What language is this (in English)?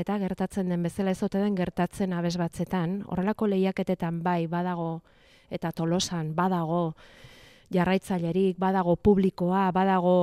Basque